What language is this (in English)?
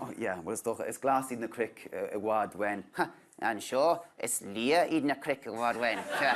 Irish